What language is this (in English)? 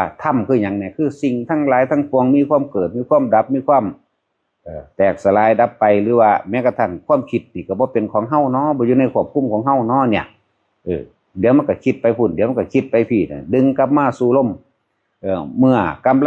Northeastern Thai